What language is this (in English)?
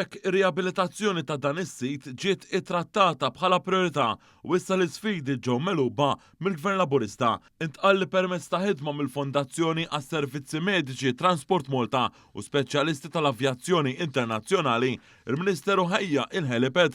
Maltese